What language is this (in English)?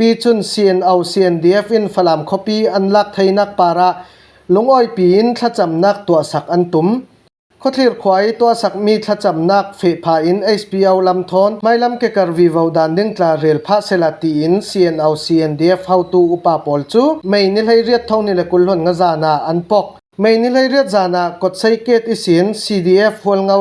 Falam Chin